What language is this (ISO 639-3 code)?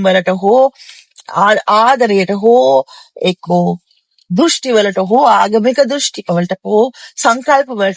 sin